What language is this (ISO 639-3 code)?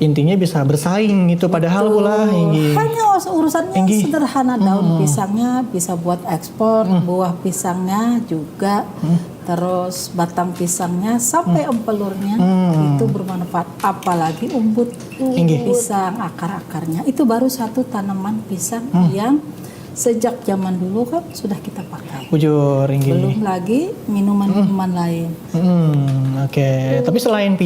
bjn